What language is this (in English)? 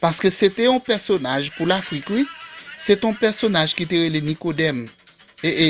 Haitian Creole